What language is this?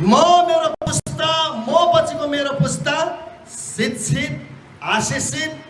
Nepali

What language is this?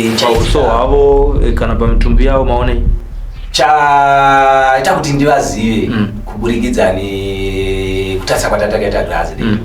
Shona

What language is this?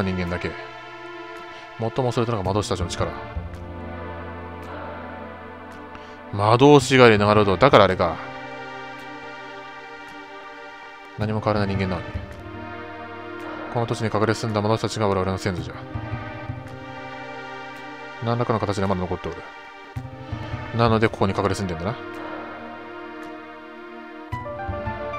Japanese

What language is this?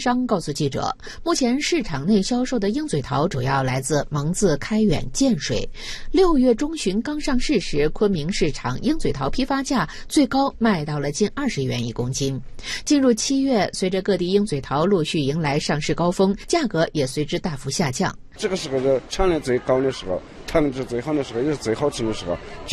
Chinese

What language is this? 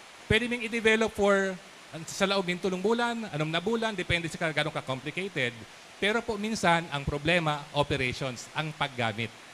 Bikol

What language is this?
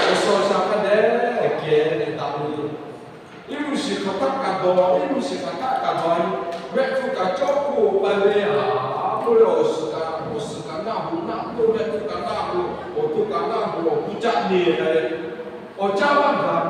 Lahu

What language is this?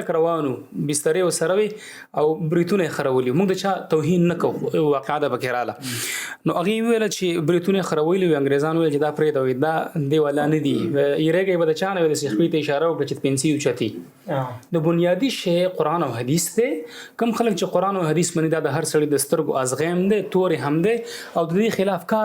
Pashto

